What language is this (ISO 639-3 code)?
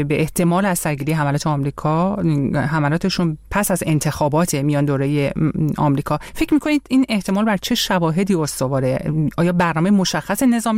fas